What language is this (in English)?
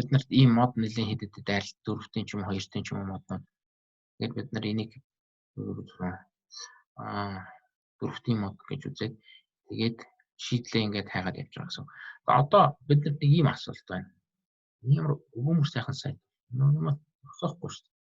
Mongolian